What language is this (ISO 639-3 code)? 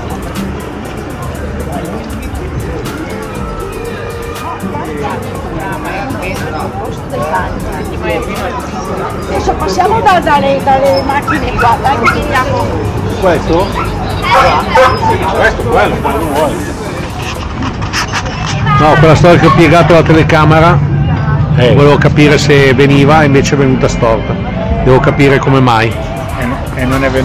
ita